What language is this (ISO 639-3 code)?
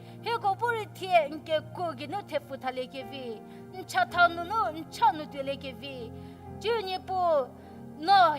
njm